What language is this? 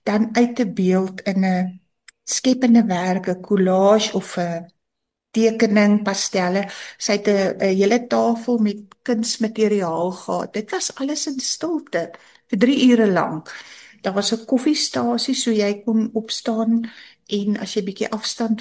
Afrikaans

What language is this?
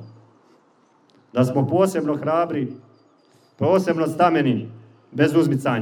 Croatian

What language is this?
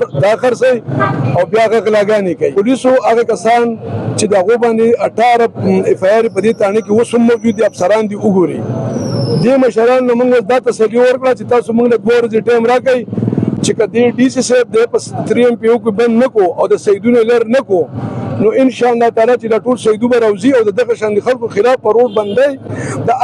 Pashto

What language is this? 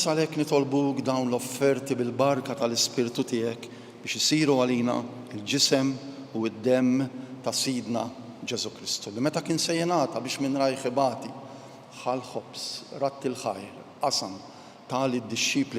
Maltese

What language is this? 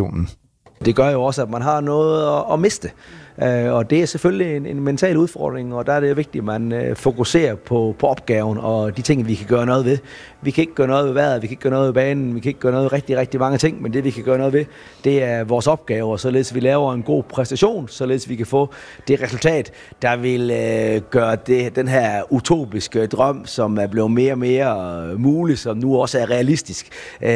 Danish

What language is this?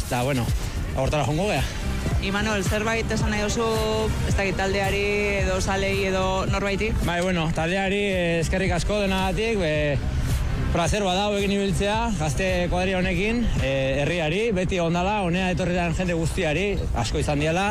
Basque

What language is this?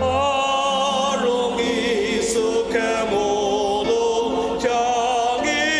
Ao Naga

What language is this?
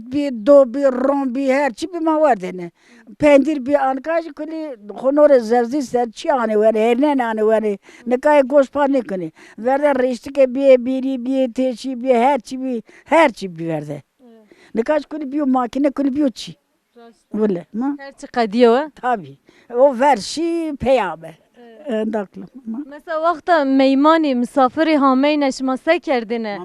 Zaza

